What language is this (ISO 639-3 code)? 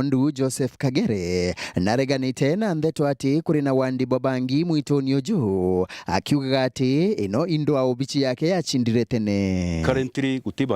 mer